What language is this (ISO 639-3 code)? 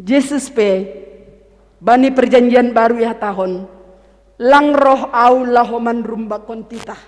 bts